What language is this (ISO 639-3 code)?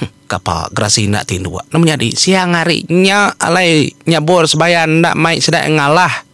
iba